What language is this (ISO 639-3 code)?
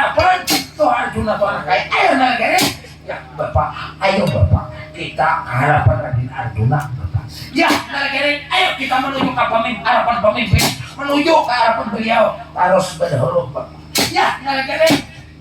bjn